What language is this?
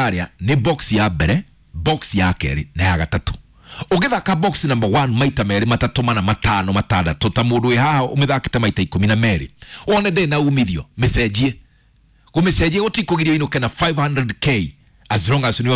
Kikuyu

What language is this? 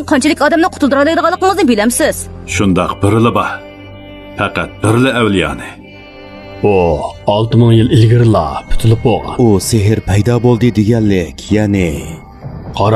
Uyghur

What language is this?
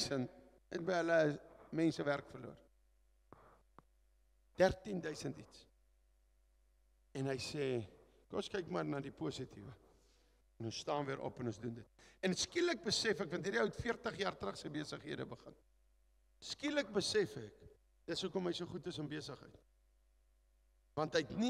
Afrikaans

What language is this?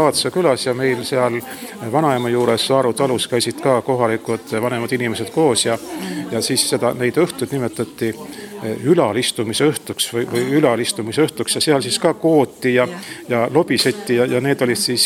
Estonian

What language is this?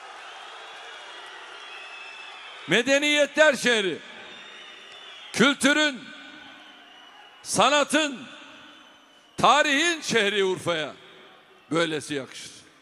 Turkish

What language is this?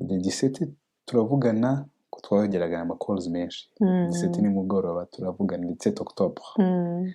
Kinyarwanda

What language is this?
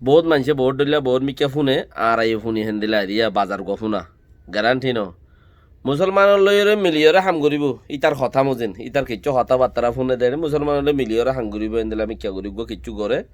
Rohingya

